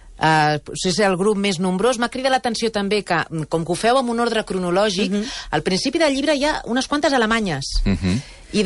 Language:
Catalan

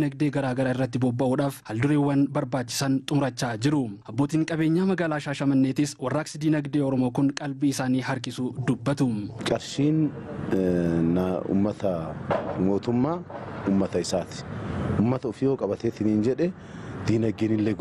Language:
Oromo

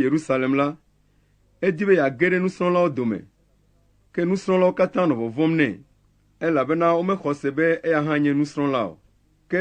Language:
Ewe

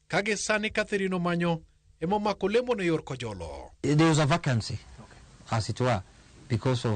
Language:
Luo (Kenya and Tanzania)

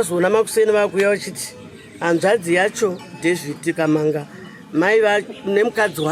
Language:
Shona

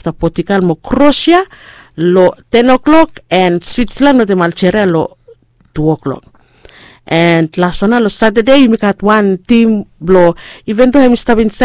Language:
Bislama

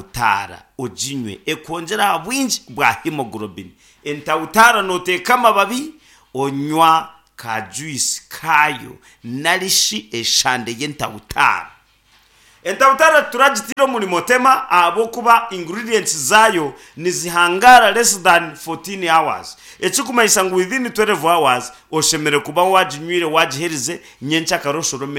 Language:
Nyankole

